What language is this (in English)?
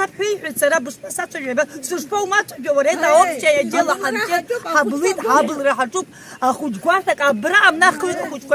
Abkhazian